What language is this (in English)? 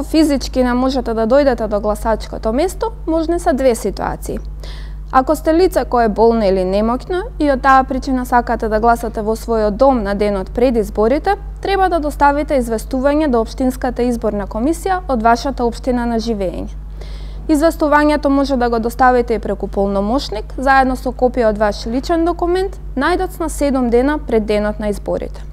Macedonian